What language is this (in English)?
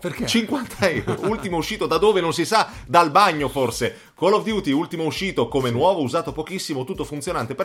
Italian